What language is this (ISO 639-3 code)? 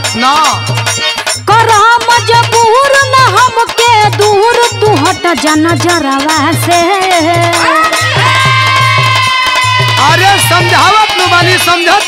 bho